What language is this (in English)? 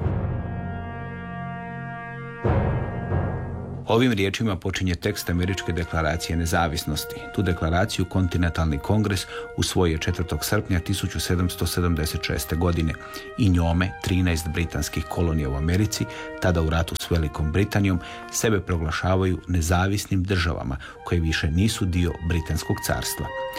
Croatian